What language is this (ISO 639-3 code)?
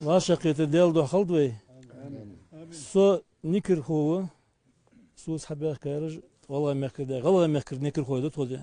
che